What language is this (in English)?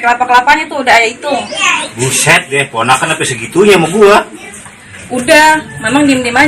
Betawi